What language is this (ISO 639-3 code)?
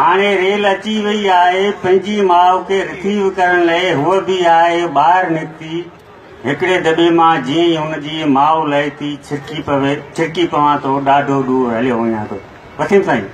snd